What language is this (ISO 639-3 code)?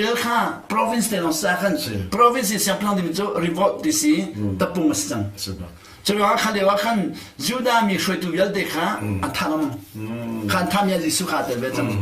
cnh